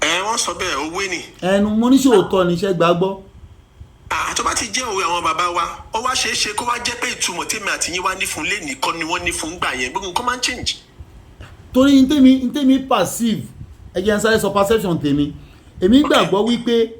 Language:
Yoruba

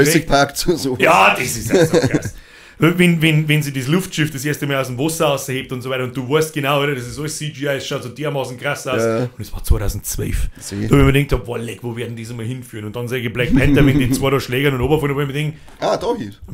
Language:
Bavarian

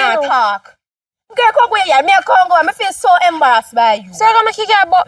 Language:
Jamaican Creole English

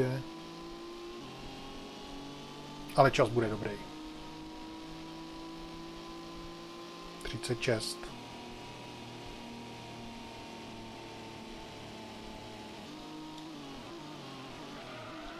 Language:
Czech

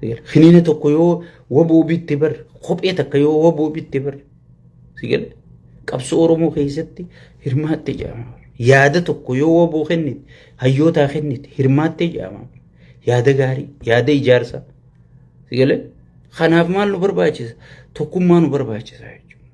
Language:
Oromo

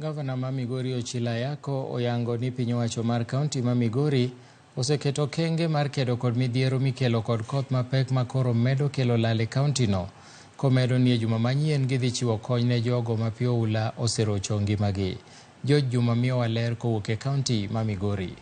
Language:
Luo (Kenya and Tanzania)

